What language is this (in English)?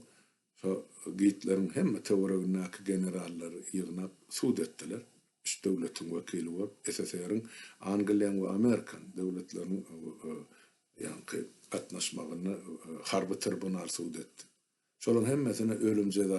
Turkmen